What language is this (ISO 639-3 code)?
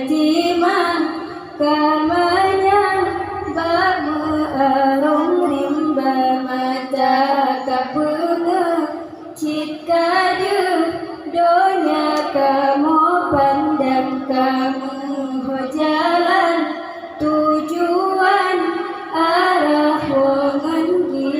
ace